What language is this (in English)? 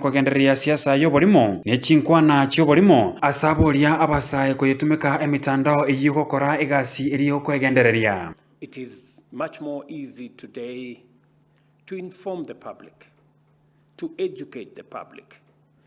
Gusii